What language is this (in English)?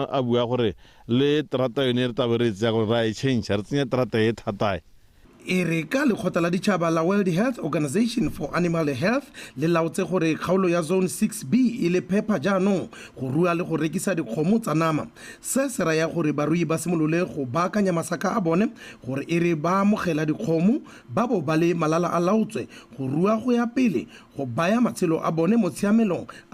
Tswana